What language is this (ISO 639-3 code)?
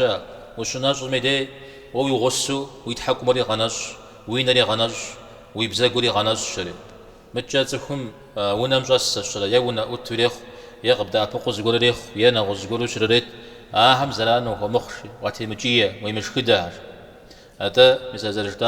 kbd